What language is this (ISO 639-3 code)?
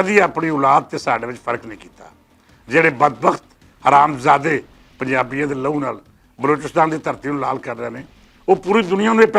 lah